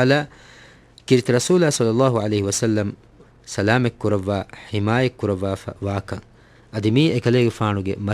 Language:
Divehi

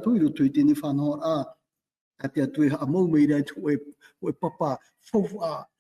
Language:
Tahitian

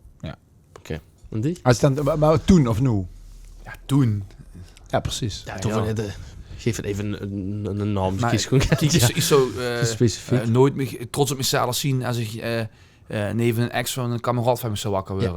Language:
Limburgish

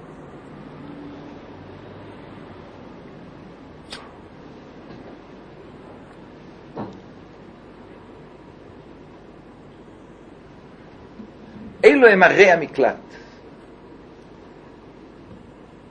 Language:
Hebrew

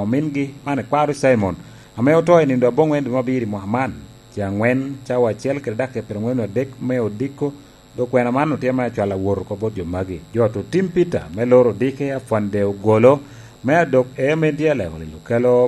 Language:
Lango (Uganda)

